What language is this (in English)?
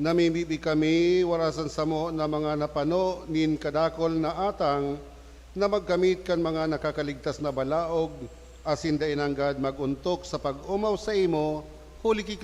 Bikol